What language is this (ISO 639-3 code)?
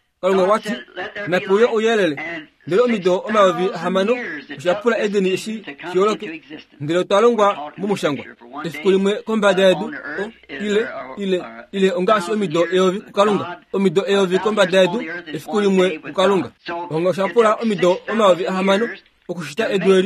kua